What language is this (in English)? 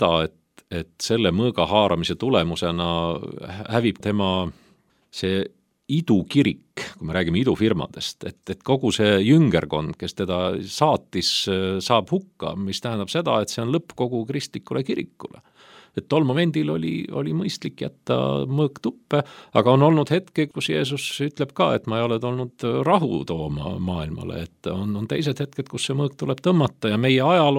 Estonian